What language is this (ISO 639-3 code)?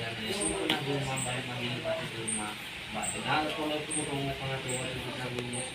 nia